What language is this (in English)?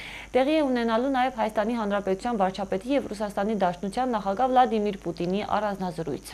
Armenian